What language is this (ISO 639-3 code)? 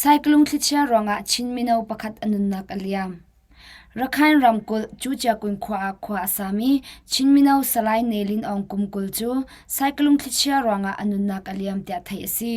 cnh